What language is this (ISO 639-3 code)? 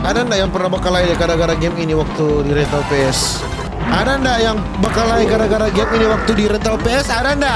xmm